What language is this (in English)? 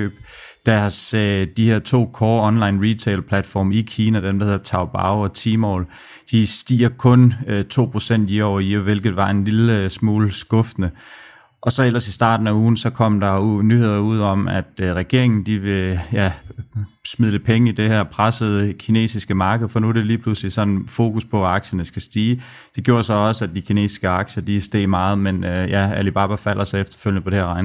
Danish